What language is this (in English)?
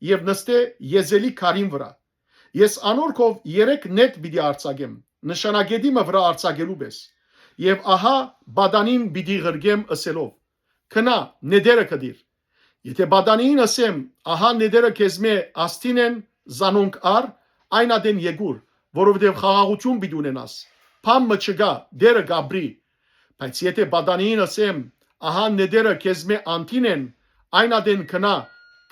Western Armenian